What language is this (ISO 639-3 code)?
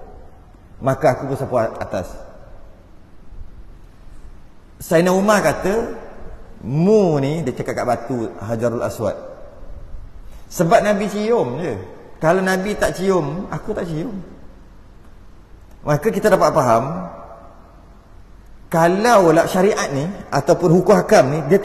msa